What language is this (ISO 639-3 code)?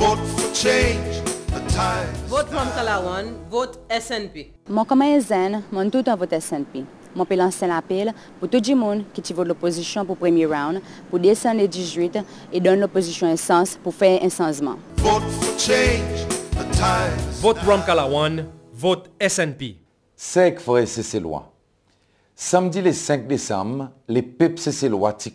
crs